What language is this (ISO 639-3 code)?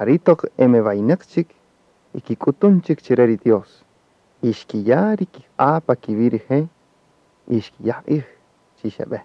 cak